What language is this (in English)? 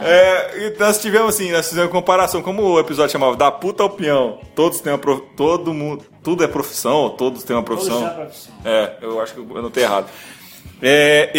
Portuguese